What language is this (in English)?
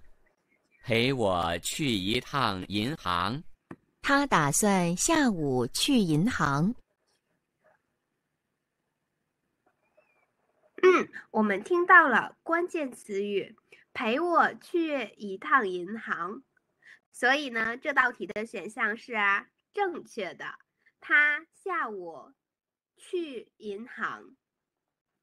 Chinese